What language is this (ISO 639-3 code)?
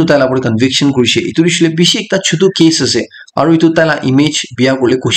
nag